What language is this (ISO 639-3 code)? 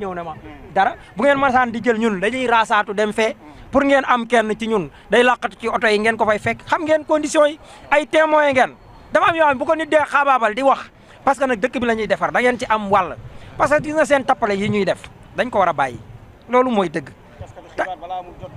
wol